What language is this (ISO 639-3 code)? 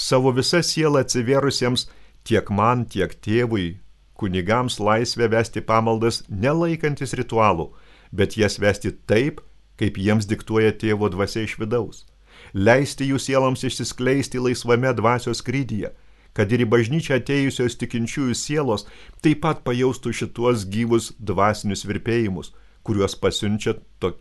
lit